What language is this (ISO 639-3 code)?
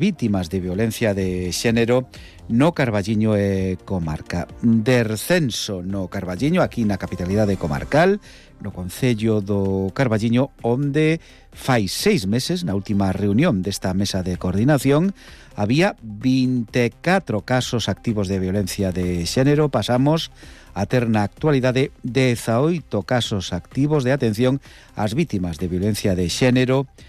glg